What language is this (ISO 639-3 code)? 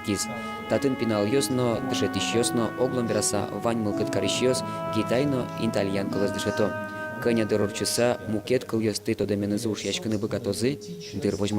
udm